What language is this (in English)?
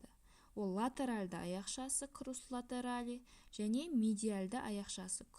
Kazakh